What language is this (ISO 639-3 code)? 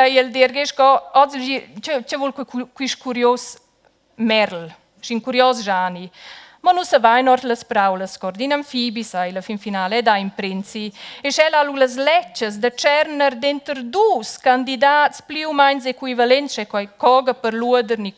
roh